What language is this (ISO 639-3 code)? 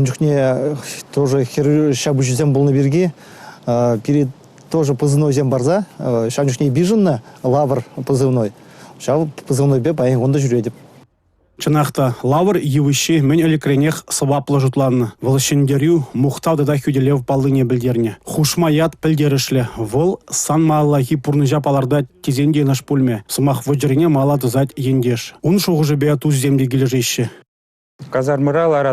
chv